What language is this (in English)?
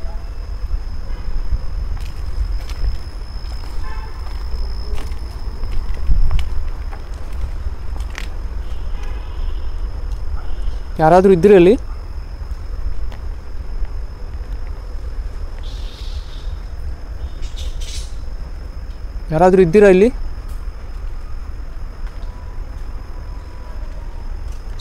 Kannada